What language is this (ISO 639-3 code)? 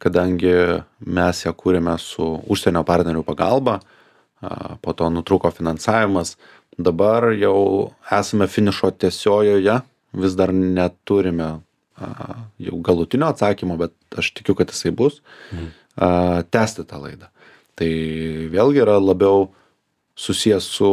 lit